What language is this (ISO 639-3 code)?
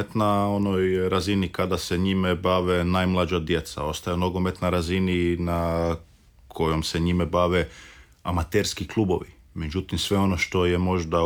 hrv